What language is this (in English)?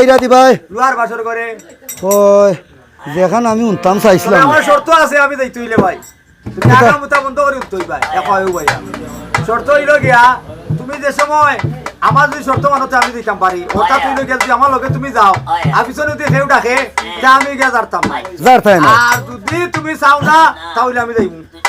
Sylheti